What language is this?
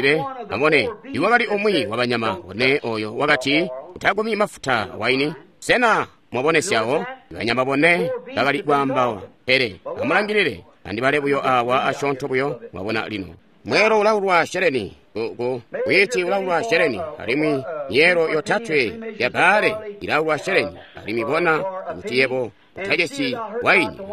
Tonga (Zambia)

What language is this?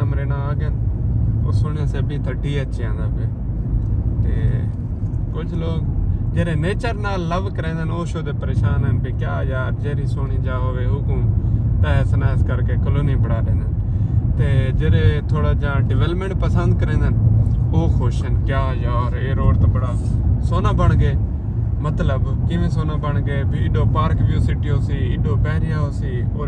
Saraiki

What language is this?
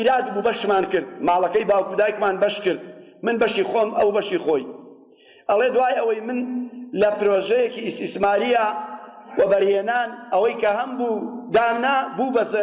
Central Kurdish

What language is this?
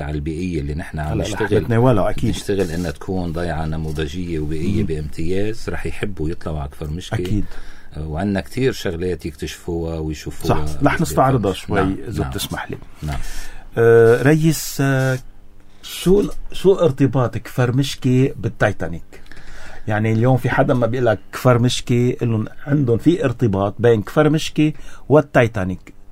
North Levantine Arabic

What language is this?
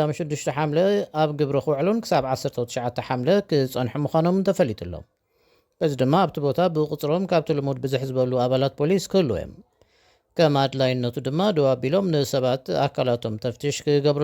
Tigrinya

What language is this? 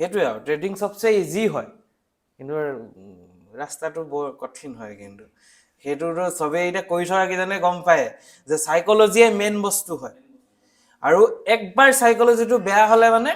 Assamese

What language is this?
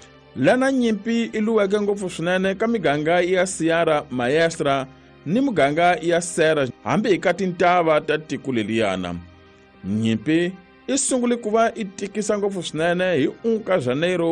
Tsonga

